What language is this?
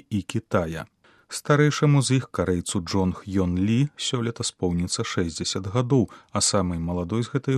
Belarusian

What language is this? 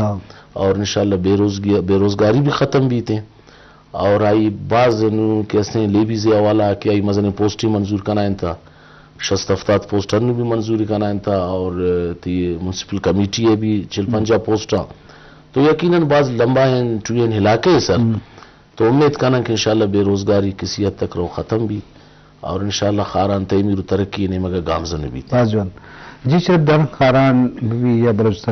Eastern Balochi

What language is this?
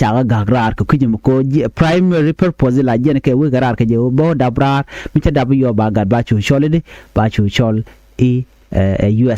Nuer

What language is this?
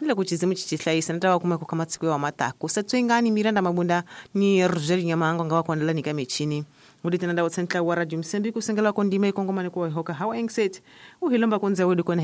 Tsonga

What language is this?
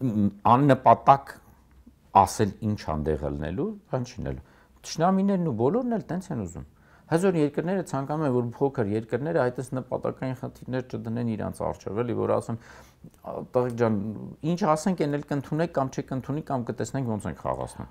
Armenian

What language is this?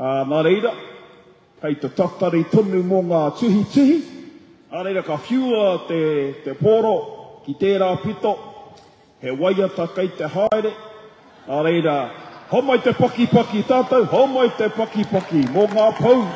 Māori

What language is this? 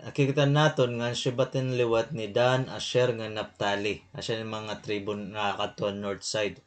Waray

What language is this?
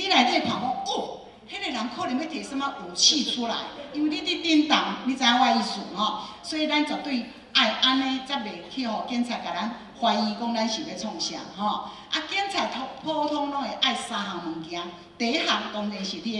Min Nan Chinese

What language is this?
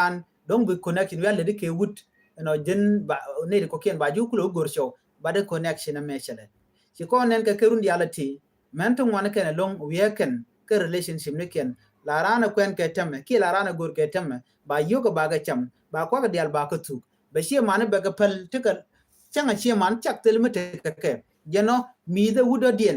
Nuer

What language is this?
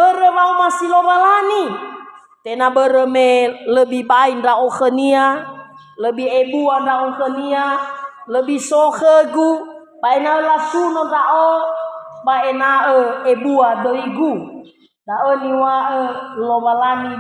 Nias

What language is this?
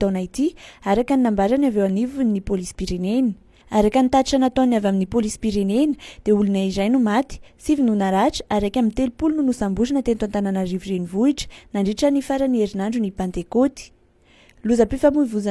Malagasy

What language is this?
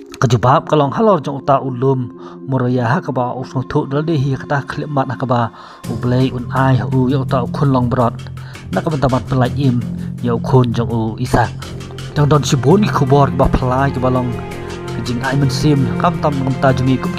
Khasi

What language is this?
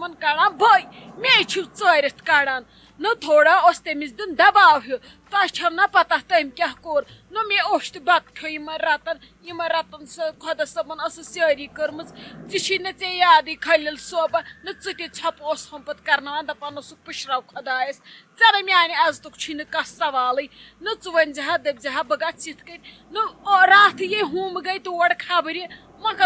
Kashmiri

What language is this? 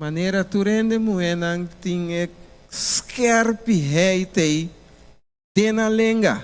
Papiamento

